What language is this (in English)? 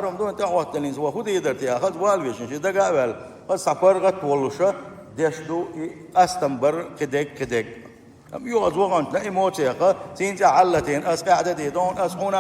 Chechen